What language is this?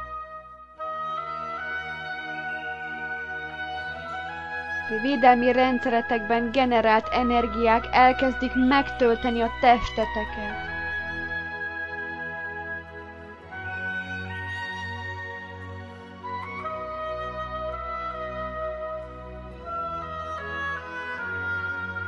Hungarian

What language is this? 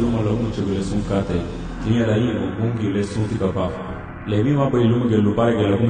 Garifuna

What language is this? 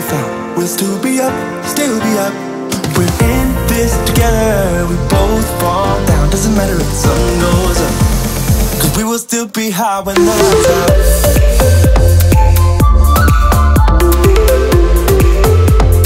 English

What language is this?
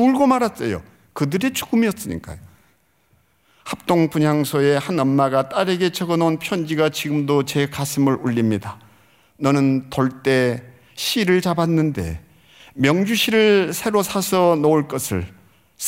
Korean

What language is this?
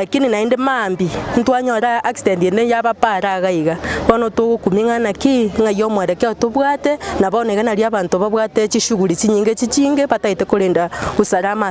Gusii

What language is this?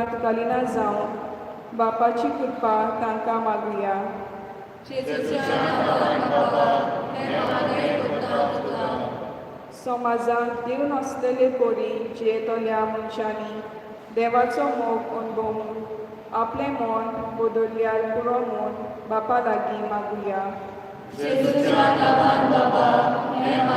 Konkani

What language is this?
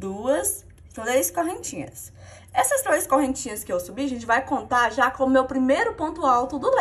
Portuguese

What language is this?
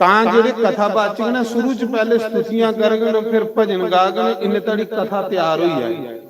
Dogri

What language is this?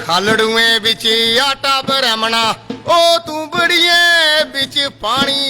Dogri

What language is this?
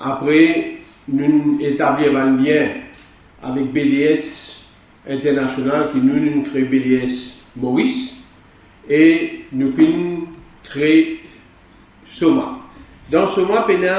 Morisyen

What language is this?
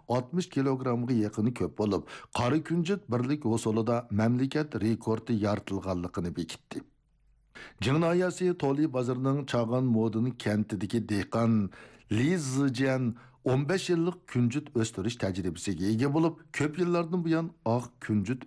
Uyghur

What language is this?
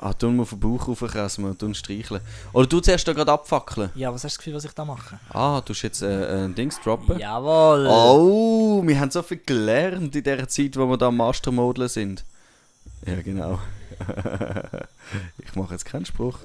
Swiss German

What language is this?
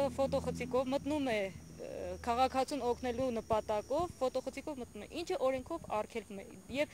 Armenian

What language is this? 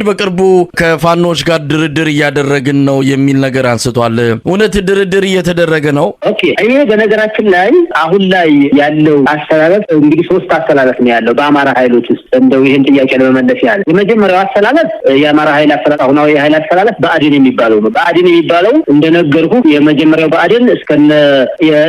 Amharic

